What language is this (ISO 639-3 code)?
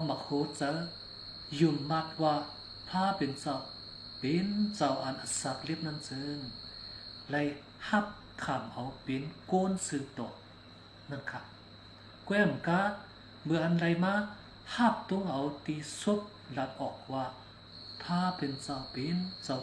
shn